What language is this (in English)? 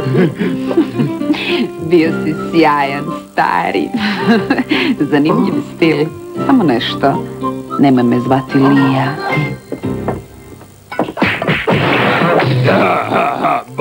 Croatian